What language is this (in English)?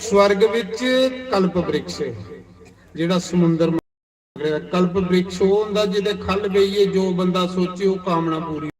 Dogri